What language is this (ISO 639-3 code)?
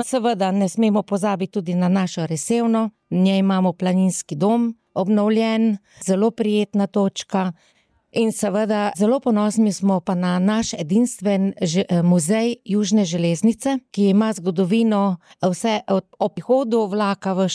slv